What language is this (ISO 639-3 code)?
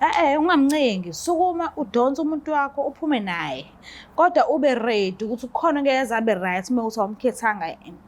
zul